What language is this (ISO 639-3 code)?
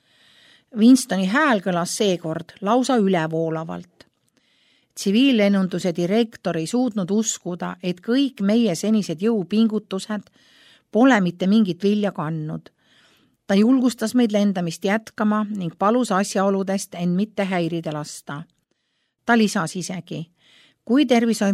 est